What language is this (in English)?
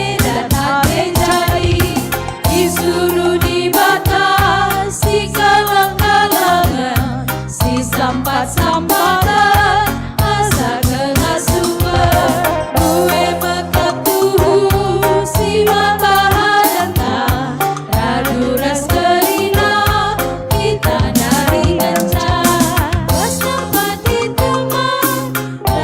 Batak Karo